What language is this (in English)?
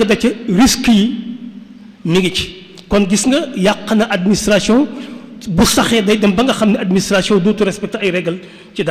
Wolof